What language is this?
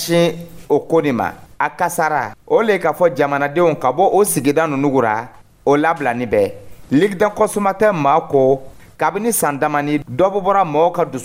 Dyula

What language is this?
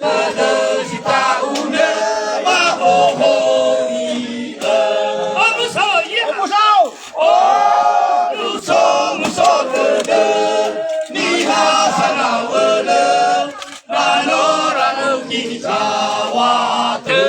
Nias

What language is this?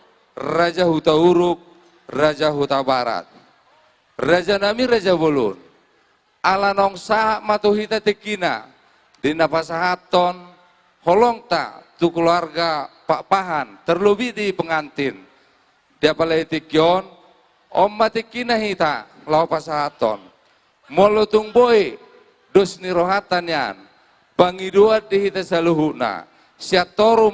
Batak Toba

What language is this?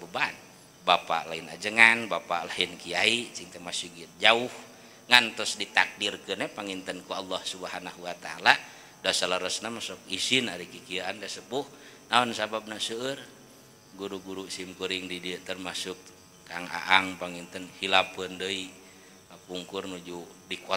Sundanese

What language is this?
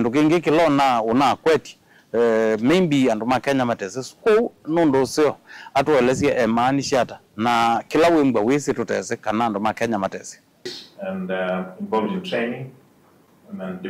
Kamba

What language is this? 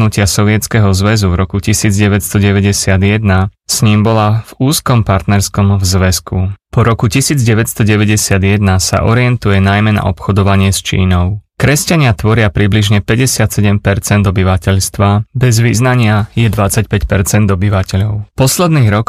Slovak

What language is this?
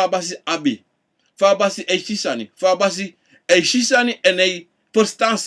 Sranan Tongo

